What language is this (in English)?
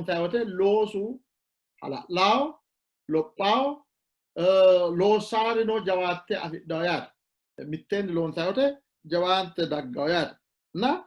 Sidamo